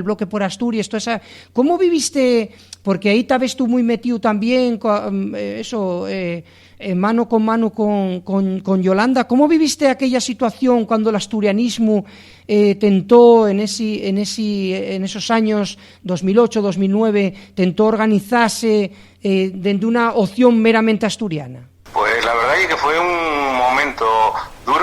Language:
Asturian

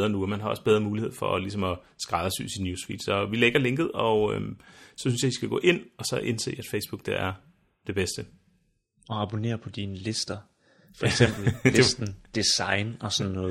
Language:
Danish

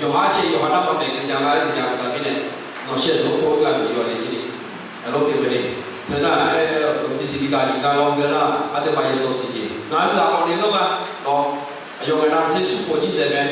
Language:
Akha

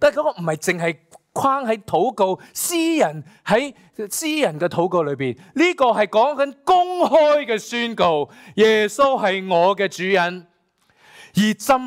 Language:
Cantonese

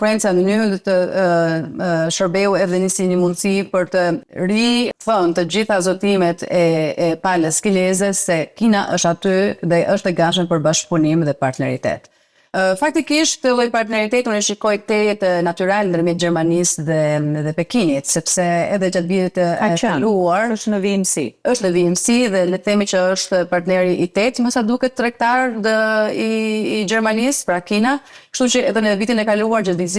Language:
Albanian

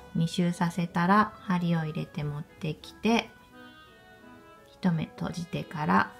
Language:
Japanese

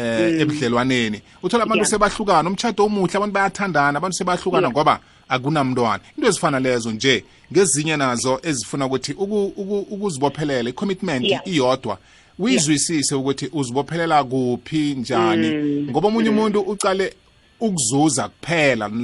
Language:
South Ndebele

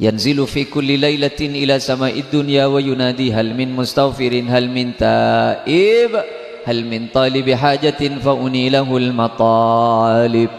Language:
Madurese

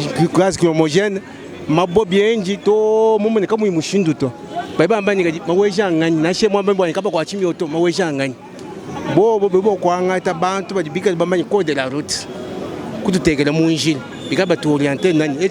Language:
Luba-Lulua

